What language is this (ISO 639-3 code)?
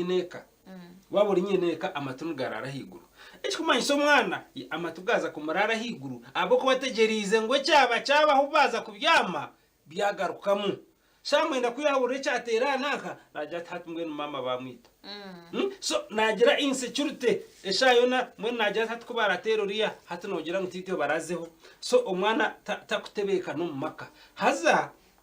nyn